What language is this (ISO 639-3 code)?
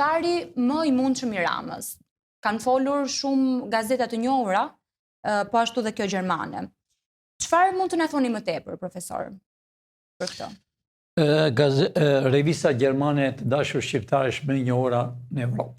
sqi